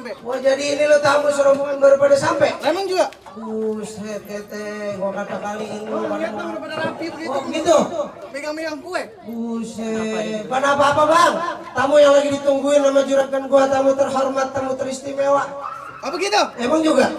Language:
Betawi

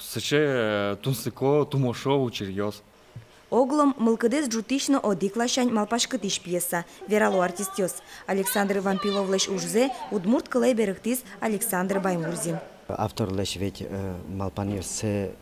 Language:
Udmurt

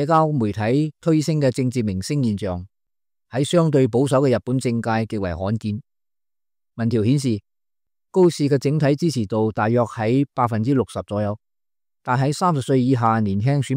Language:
Cantonese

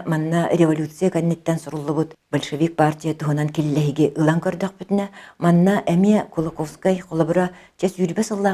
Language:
Yakut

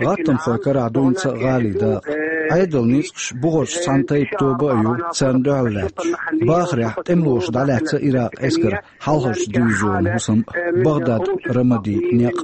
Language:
Chechen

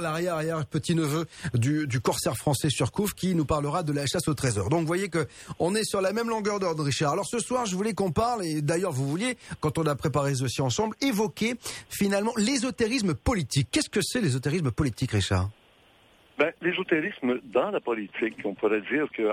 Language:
French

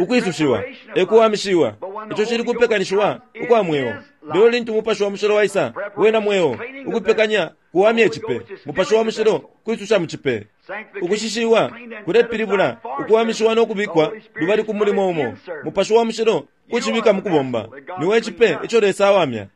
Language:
Bemba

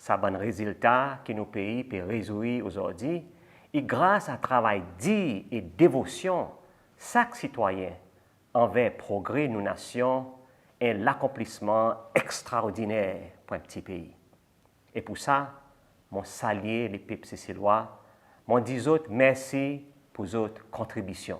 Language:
Seselwa Creole French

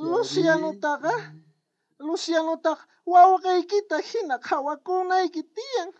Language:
South Bolivian Quechua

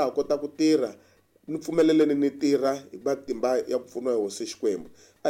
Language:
Tsonga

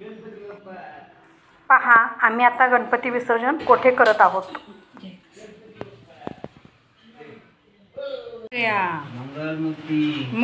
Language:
Marathi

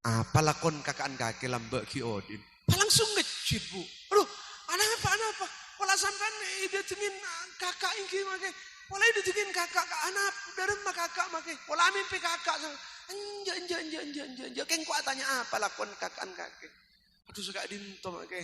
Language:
Madurese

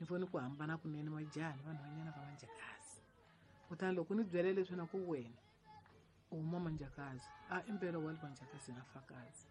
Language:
Tsonga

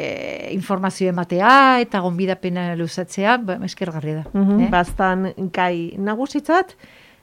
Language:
Basque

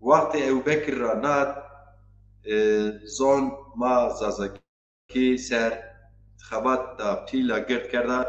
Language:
Zaza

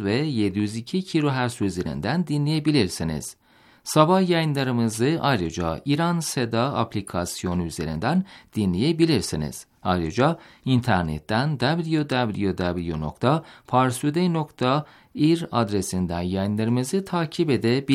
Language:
Turkish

